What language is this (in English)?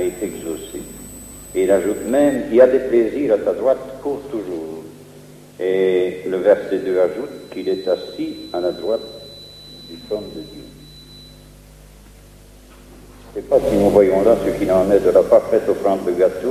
French